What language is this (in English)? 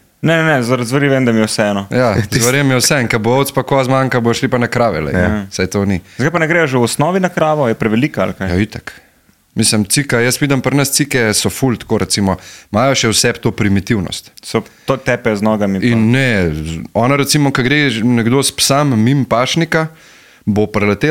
Slovenian